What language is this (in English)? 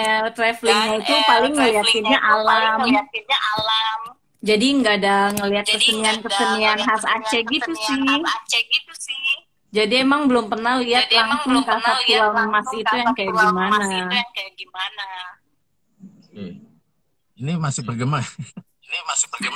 Indonesian